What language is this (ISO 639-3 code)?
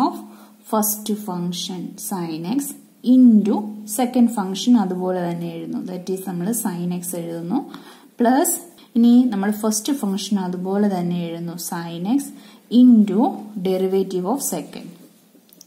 mal